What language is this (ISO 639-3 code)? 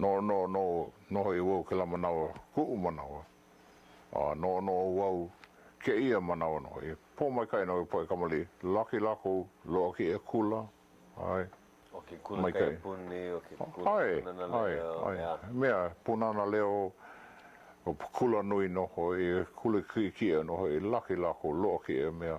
haw